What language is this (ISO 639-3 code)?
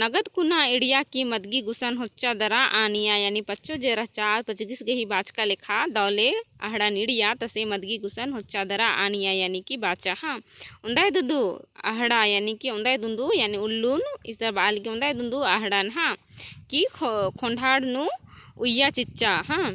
kru